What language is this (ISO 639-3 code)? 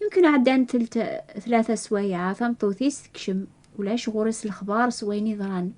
kab